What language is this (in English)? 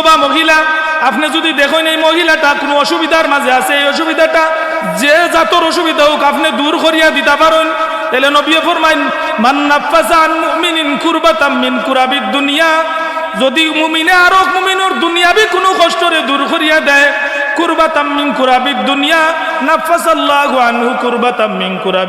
Sylheti